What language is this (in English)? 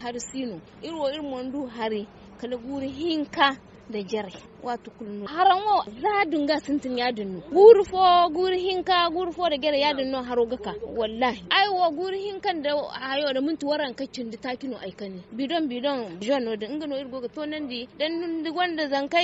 Zarma